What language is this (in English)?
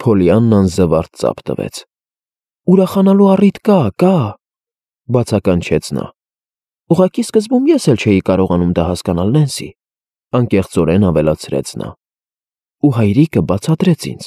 Armenian